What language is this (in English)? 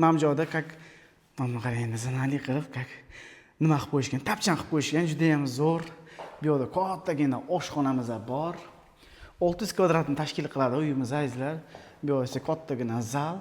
Uzbek